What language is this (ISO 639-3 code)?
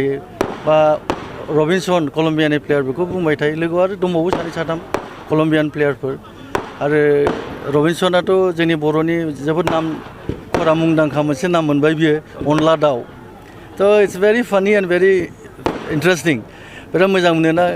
brx